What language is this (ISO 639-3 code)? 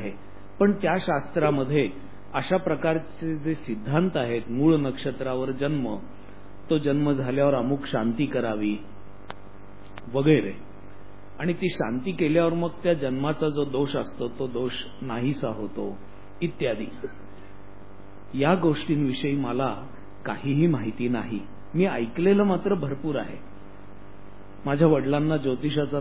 mar